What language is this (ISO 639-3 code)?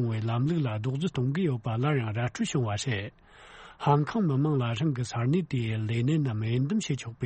bod